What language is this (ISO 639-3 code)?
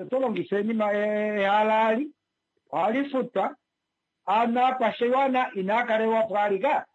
kua